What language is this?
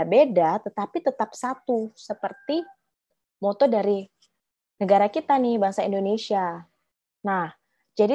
Indonesian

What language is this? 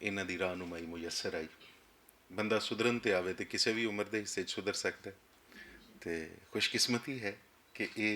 Western Panjabi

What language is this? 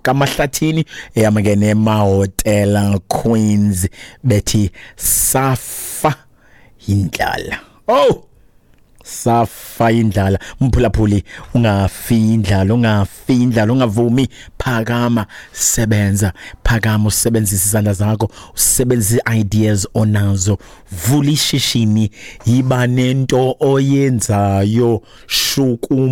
Xhosa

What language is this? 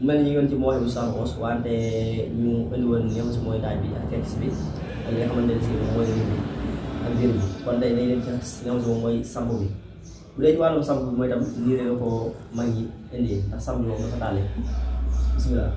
Wolof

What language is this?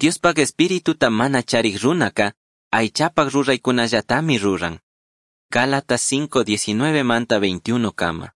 Chimborazo Highland Quichua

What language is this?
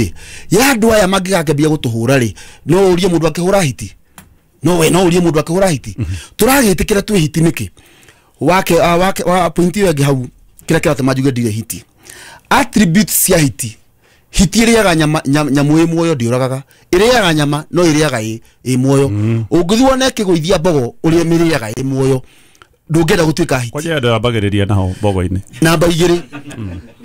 Kikuyu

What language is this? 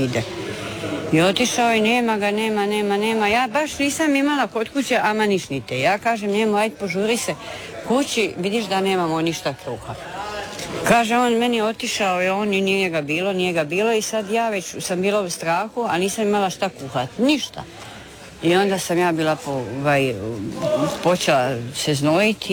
Croatian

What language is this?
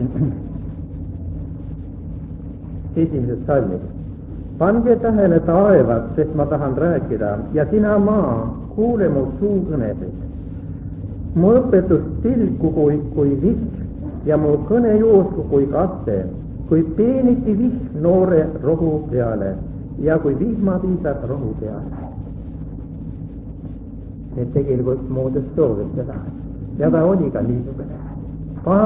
Estonian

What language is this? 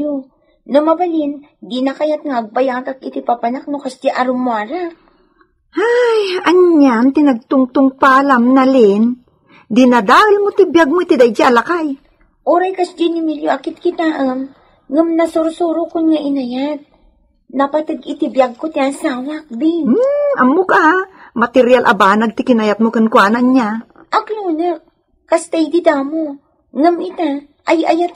Iloko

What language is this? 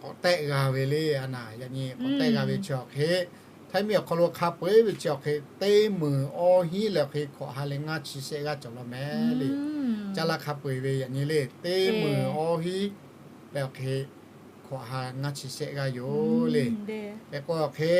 Lahu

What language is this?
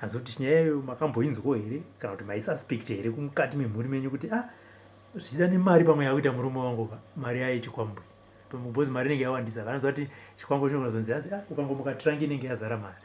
Shona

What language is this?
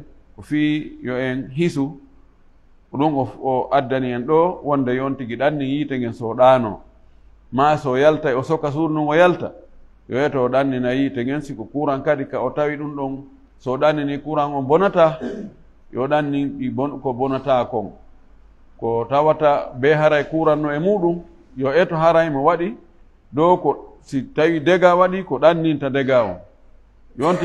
Fula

